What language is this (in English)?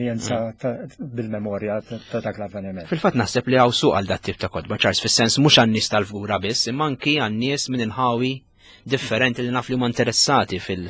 Maltese